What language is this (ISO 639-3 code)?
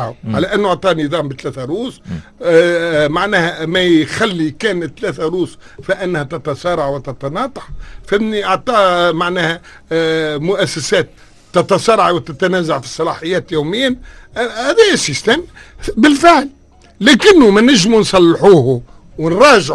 aeb